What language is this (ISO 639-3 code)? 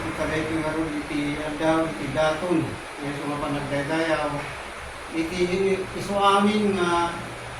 ilo